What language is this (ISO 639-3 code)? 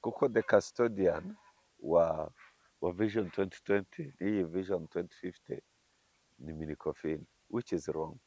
kin